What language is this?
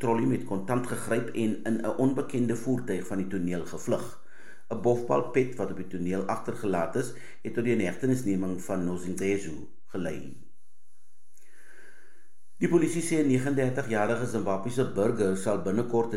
Afrikaans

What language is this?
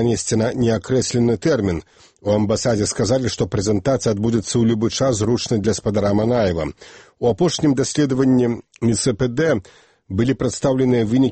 Belarusian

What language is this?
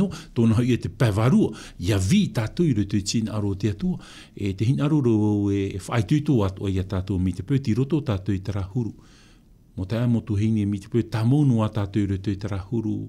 Tahitian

